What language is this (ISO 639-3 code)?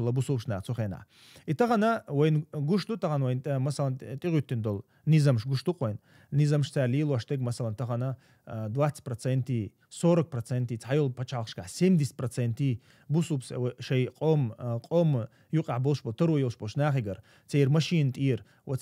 che